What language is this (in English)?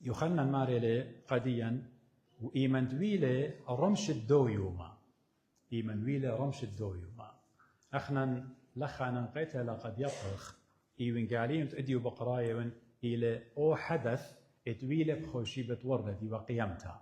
Assyrian Neo-Aramaic